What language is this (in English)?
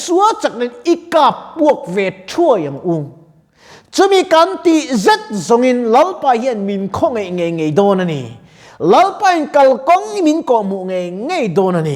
Mizo